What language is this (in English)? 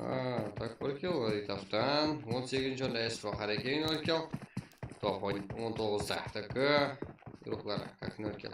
Kara-Kalpak